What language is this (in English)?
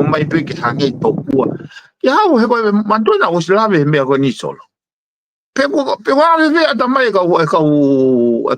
Tongan